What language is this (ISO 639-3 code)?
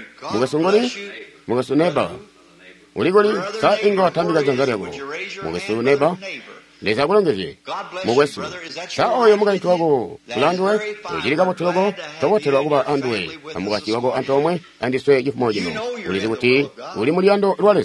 toi